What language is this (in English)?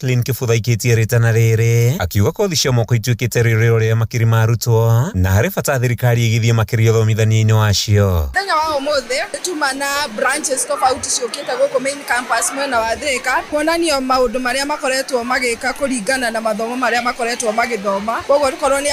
Kikuyu